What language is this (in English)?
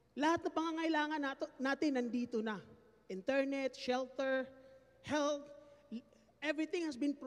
Filipino